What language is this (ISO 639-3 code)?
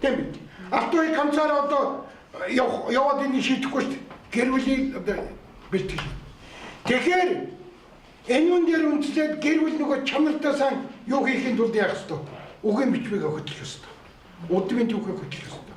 mon